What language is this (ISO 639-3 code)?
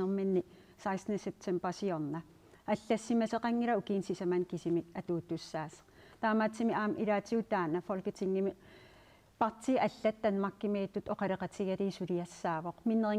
kal